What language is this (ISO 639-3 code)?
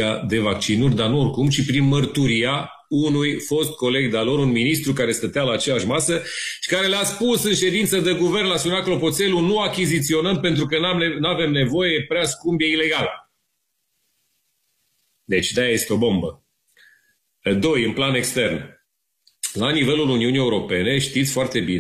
ron